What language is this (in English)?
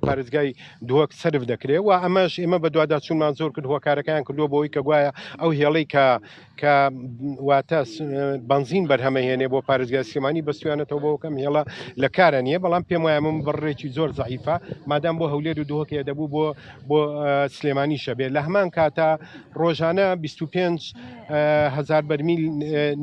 Central Kurdish